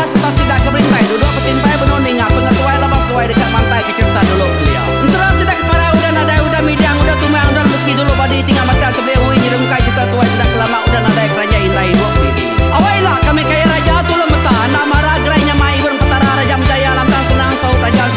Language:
Iban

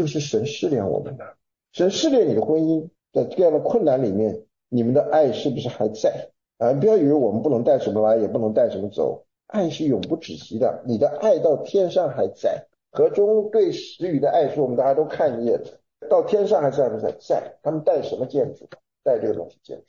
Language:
Chinese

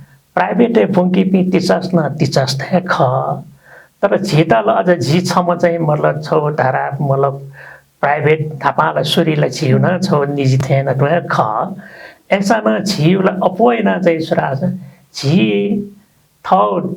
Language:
Newari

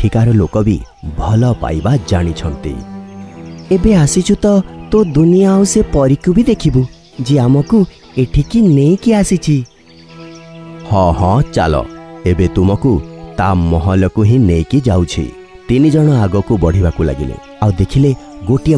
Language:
Odia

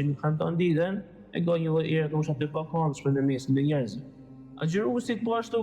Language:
Albanian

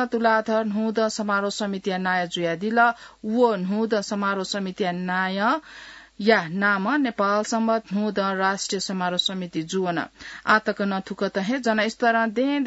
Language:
Newari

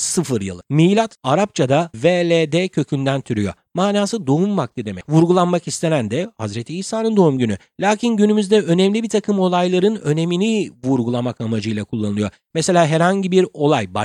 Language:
Turkish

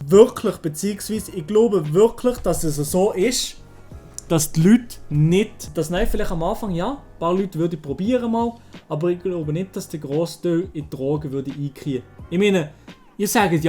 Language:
Swiss German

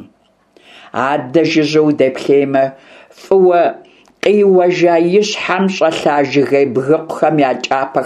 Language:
Kabardian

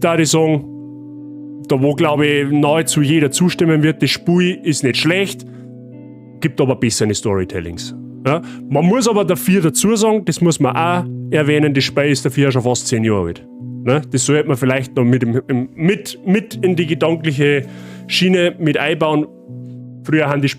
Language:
Bavarian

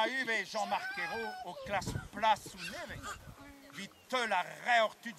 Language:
Breton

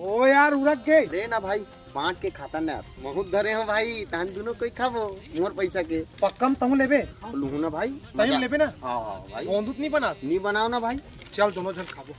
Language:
Chhattisgarhi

